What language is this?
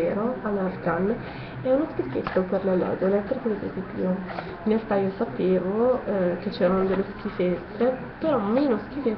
Italian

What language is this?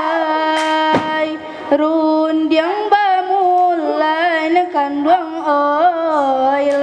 Minangkabau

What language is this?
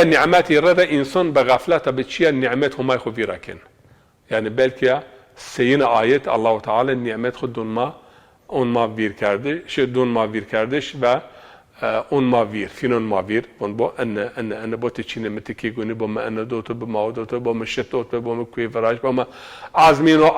Zaza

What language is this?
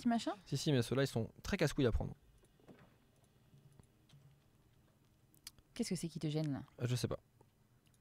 French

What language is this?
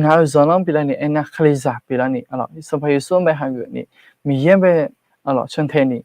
Akha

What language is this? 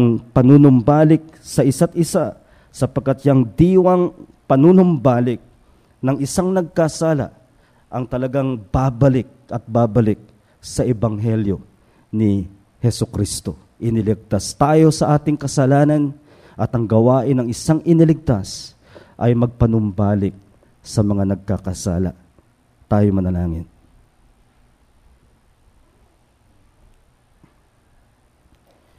Filipino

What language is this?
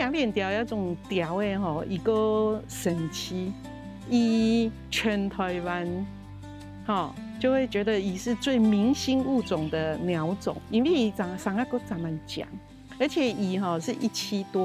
Hakka Chinese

